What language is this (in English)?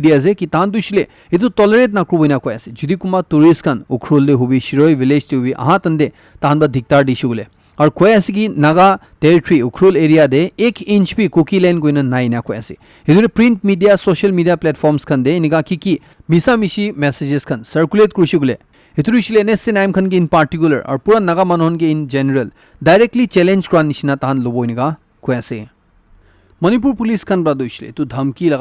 Naga Pidgin